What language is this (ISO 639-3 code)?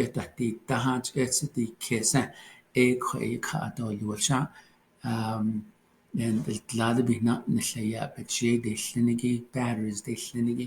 nav